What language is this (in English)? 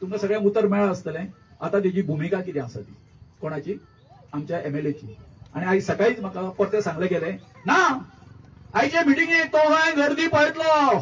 Konkani